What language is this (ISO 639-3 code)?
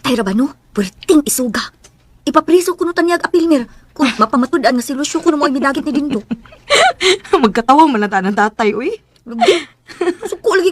ceb